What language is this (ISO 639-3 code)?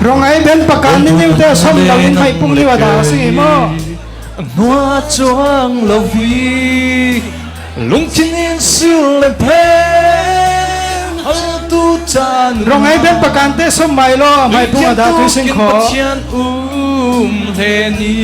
cfm